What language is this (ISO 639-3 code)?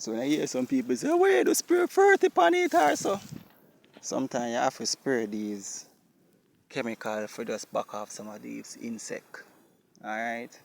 jam